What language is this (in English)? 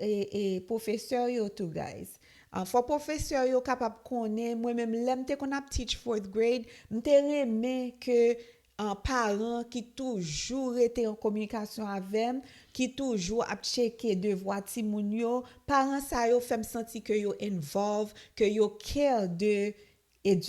Haitian Creole